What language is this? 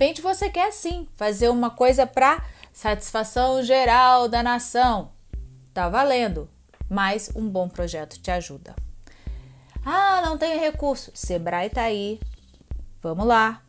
Portuguese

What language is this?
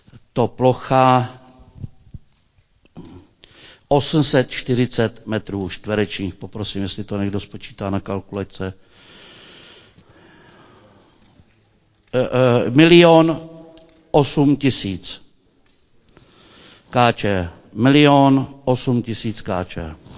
Czech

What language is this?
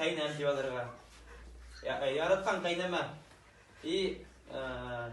Bashkir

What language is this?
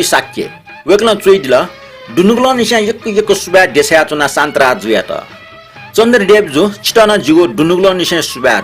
Newari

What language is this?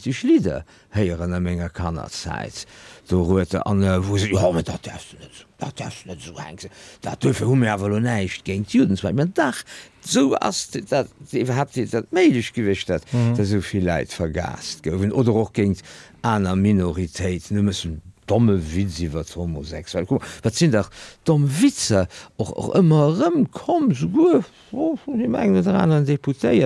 Luxembourgish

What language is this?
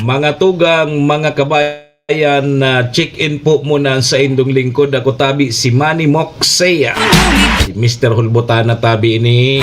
Bikol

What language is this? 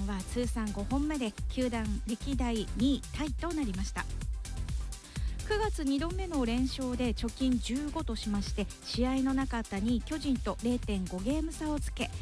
Japanese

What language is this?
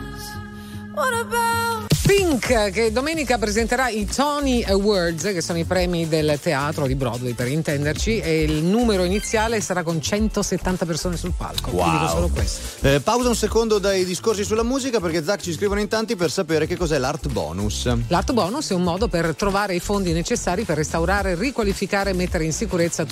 Italian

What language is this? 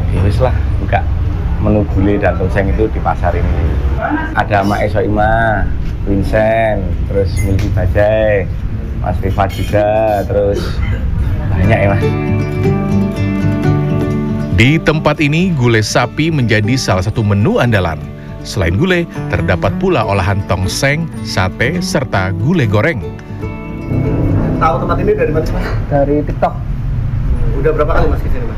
Indonesian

